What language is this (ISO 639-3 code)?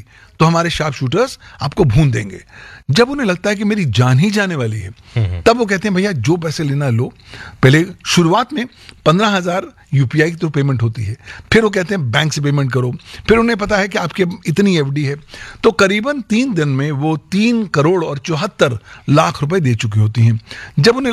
hin